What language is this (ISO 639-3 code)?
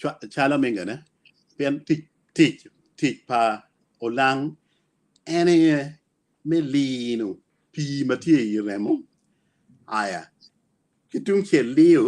ach